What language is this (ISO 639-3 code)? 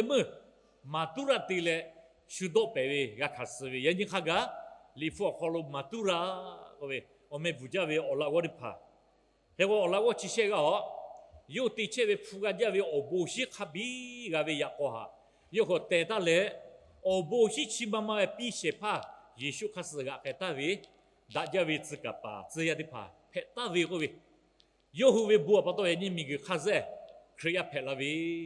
lhu